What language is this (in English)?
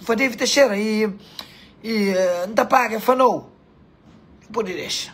Kabuverdianu